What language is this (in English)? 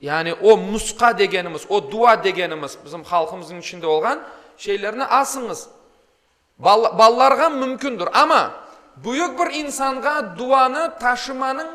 Crimean Tatar